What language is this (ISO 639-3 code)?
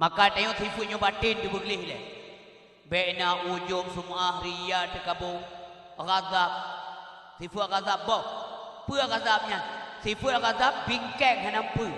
ace